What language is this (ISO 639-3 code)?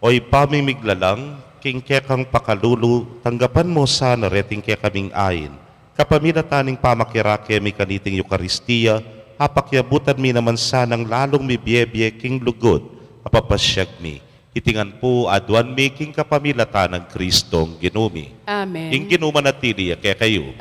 pam